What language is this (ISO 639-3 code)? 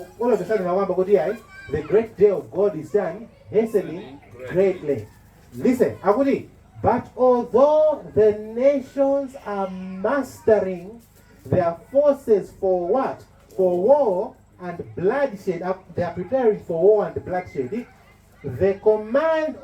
nya